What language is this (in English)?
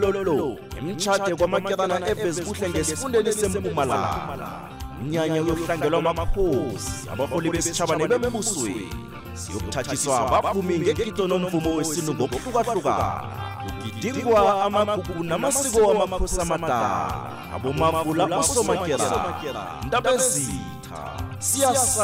South Ndebele